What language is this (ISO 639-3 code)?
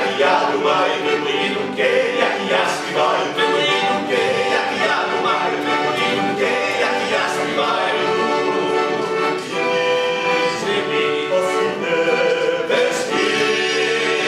ukr